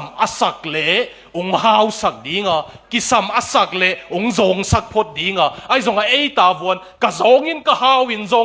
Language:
Tedim Chin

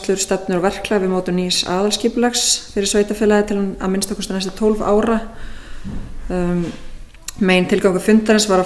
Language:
Icelandic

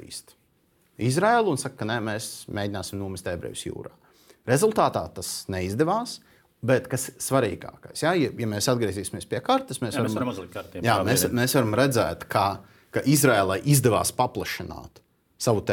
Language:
Latvian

